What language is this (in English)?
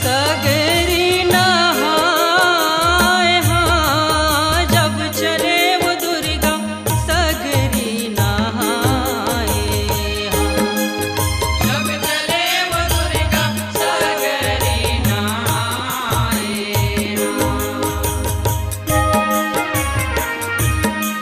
Chhattisgarhi